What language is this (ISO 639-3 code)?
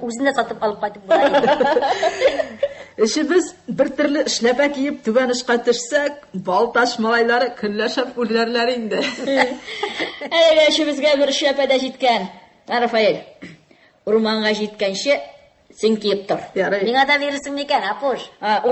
tat